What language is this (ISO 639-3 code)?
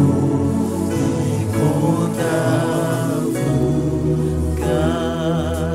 kin